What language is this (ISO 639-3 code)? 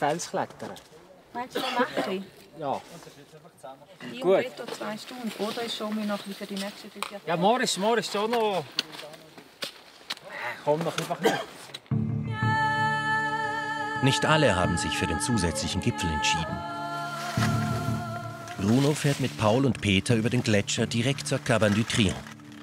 deu